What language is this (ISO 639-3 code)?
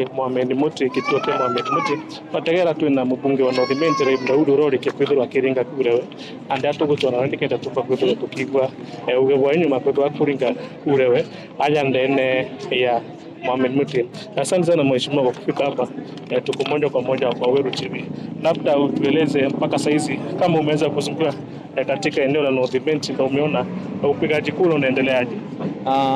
mer